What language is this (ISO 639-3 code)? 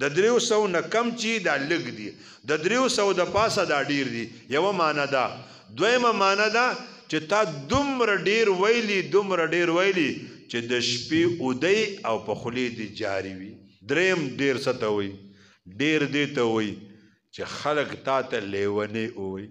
pus